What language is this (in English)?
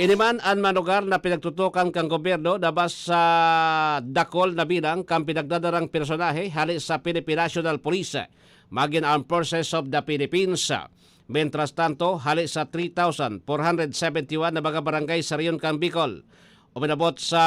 Bikol